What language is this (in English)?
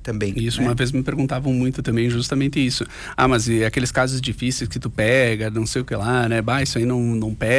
Portuguese